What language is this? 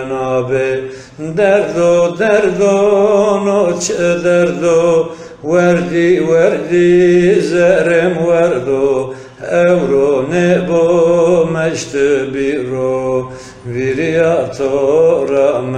Zaza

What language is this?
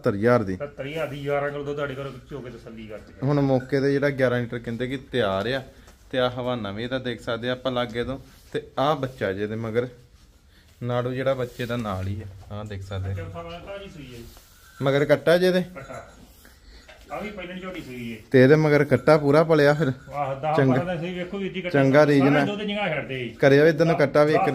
Punjabi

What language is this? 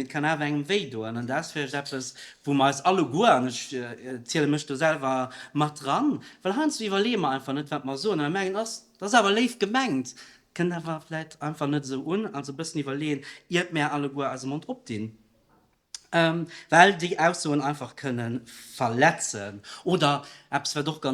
Luxembourgish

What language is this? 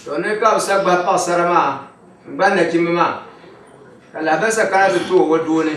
Dagbani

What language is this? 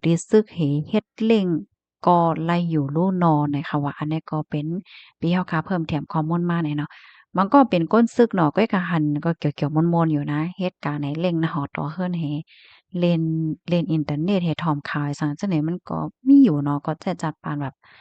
Shan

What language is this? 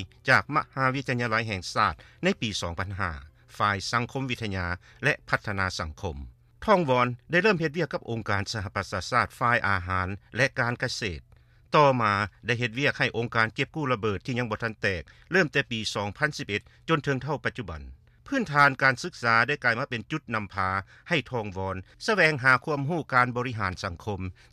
Lao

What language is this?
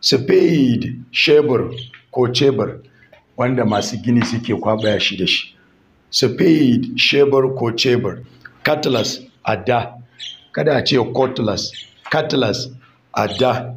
Hausa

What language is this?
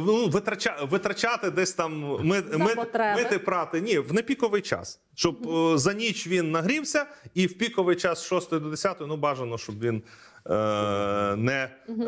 Ukrainian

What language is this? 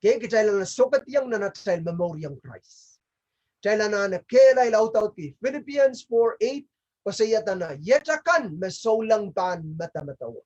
Pohnpeian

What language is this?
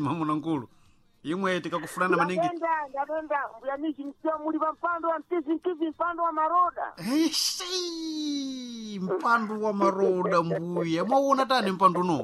Sena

